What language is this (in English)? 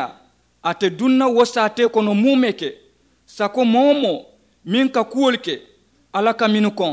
Mandingo